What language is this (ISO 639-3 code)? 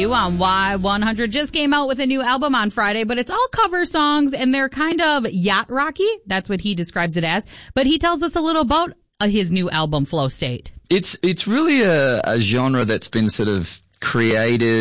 eng